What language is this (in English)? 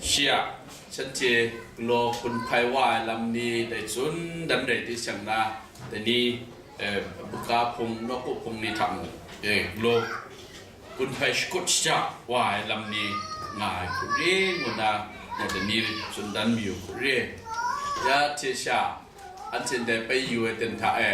Kachin